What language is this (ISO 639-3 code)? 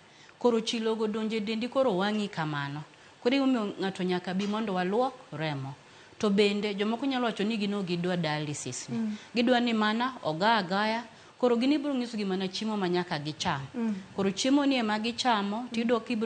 luo